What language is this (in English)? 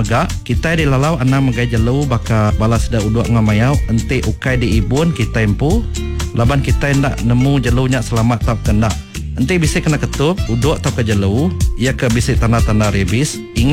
Iban